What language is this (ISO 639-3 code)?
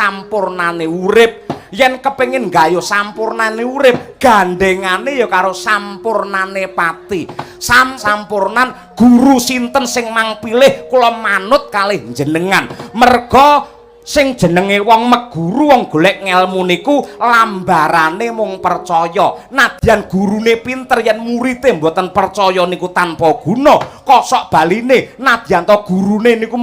jav